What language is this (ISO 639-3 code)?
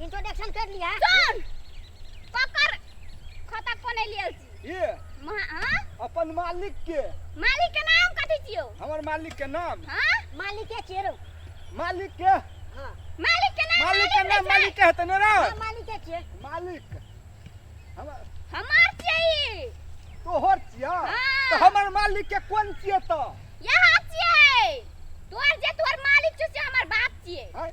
mai